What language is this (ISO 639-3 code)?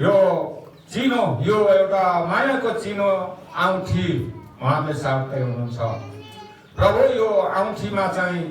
nep